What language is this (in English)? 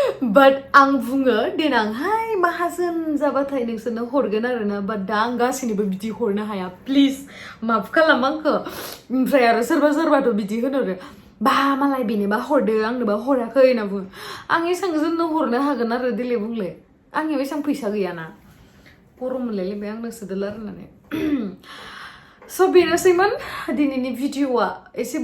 Bodo